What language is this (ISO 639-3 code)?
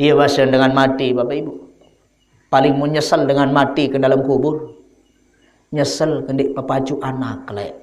sas